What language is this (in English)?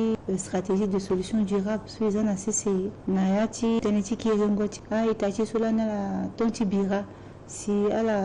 Sango